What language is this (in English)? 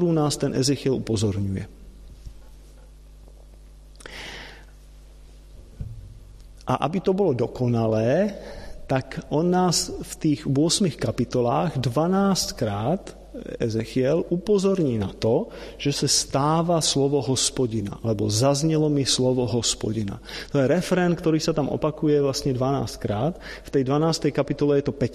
Slovak